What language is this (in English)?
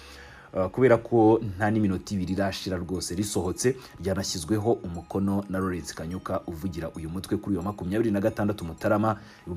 Kinyarwanda